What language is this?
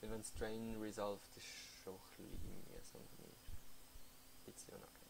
Swiss German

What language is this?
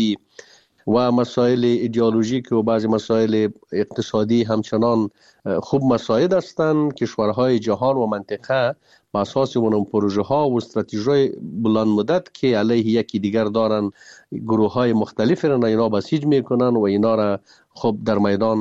Persian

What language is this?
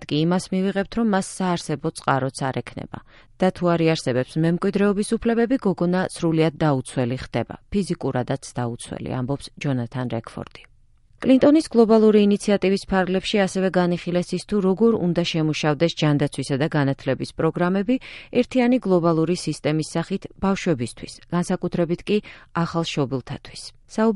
Georgian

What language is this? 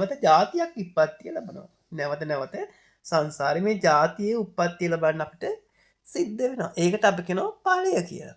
Sinhala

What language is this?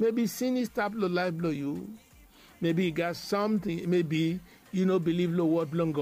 Bislama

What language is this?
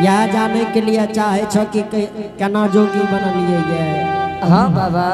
Angika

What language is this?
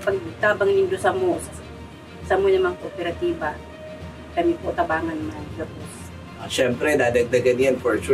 Bikol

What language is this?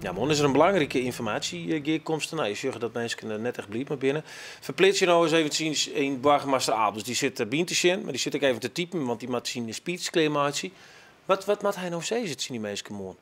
Western Frisian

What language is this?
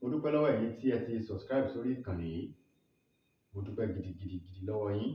Yoruba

